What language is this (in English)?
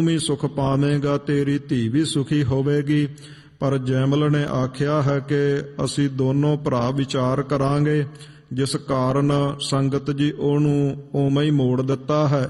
Punjabi